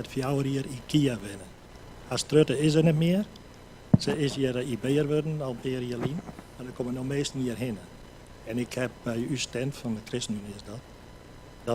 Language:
Western Frisian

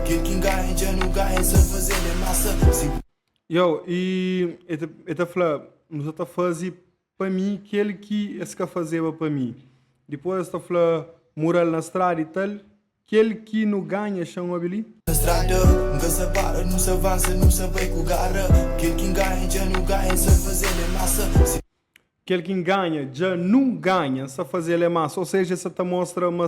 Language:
Kabuverdianu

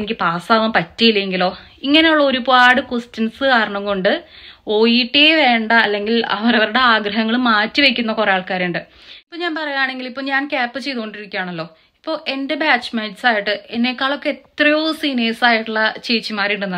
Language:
Malayalam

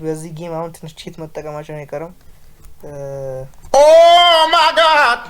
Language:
Amharic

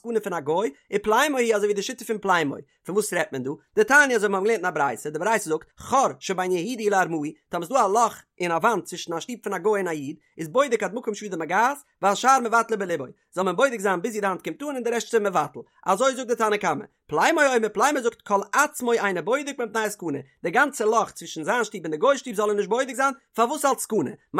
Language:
Yiddish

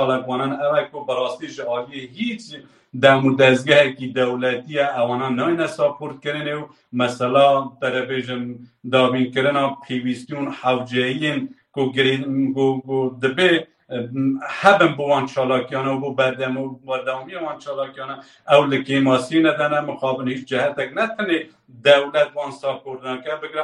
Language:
Kurdish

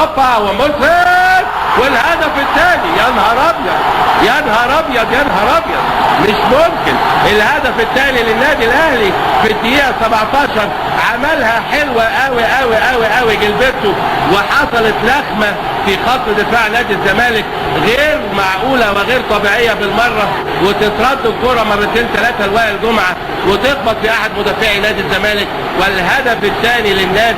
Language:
Egyptian Arabic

